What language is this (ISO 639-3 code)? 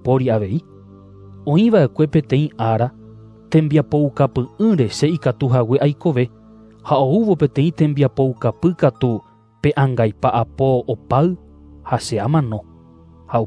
grn